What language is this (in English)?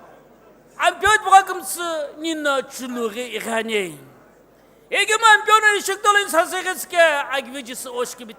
Sumi Naga